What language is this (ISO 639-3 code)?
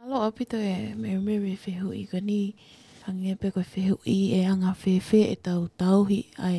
ton